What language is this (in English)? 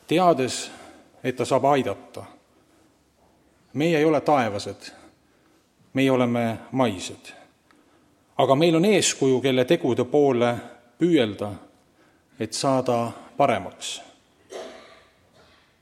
Estonian